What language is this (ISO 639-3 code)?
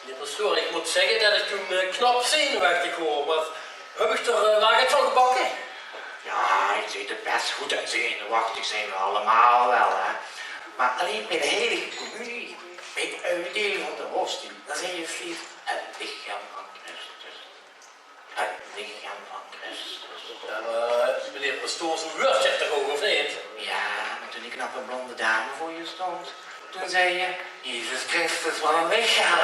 lim